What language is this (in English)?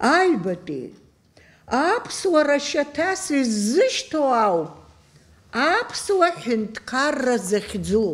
Abkhazian